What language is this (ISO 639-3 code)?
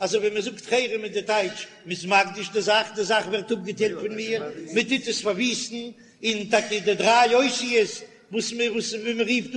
yid